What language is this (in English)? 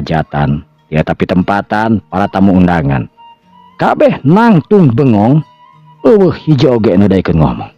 Sundanese